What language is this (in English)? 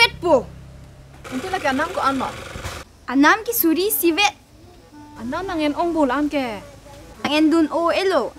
Karbi